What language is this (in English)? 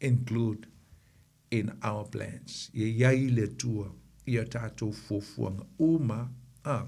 Samoan